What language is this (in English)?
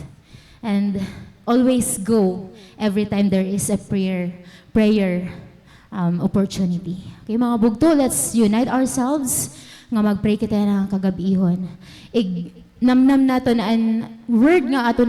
Waray